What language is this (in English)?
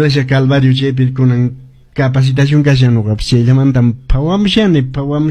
Quechua